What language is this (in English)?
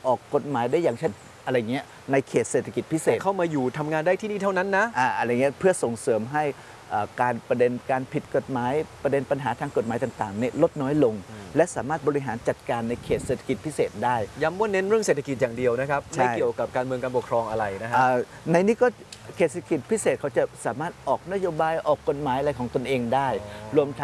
Thai